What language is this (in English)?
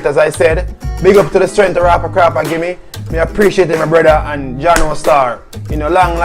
Jamaican Creole English